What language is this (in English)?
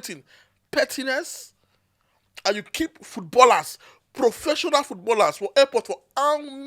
Nigerian Pidgin